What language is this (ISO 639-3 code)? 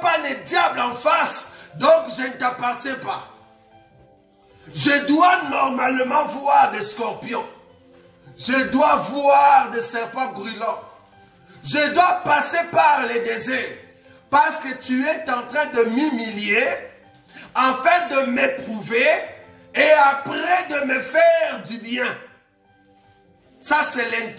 fra